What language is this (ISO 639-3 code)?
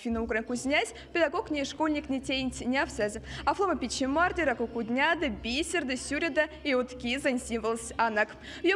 myv